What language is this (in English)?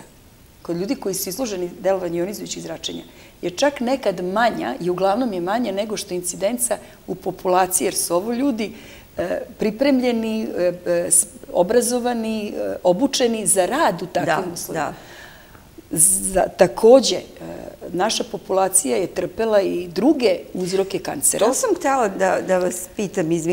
Serbian